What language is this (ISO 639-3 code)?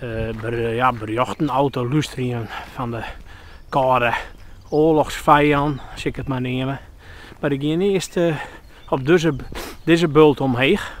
fry